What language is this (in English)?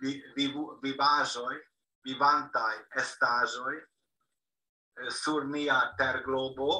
Esperanto